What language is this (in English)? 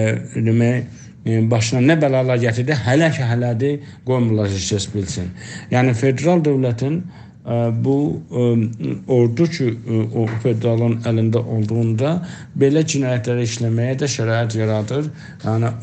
South Azerbaijani